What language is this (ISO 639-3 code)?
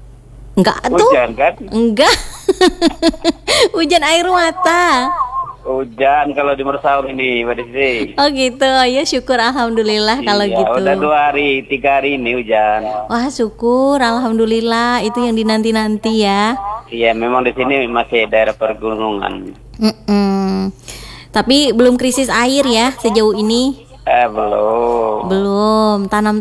ind